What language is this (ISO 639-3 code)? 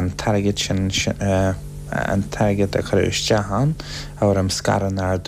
gle